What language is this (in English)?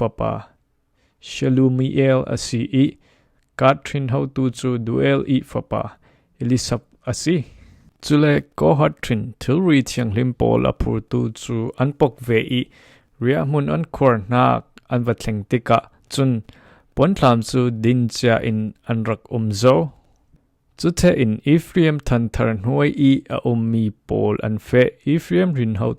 Falam Chin